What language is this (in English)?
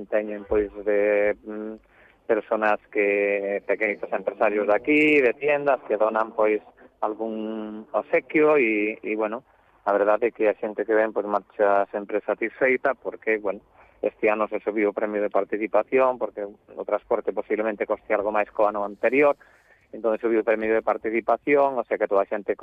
Galician